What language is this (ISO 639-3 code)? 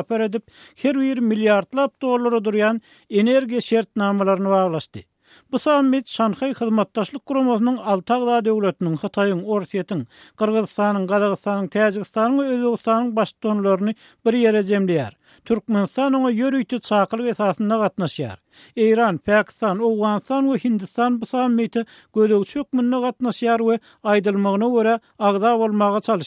tuk